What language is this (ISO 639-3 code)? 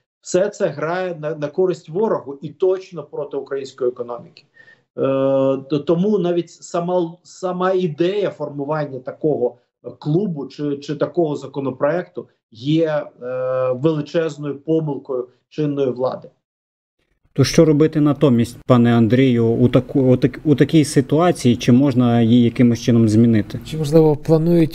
ukr